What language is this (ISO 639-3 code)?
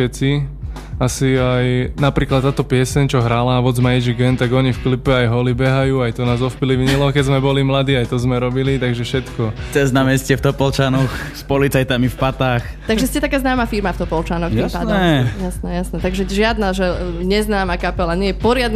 slk